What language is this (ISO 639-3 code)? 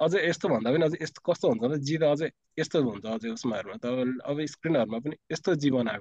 nep